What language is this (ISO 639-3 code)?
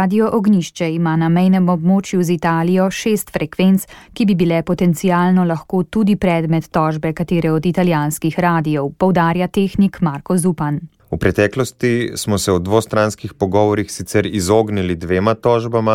slv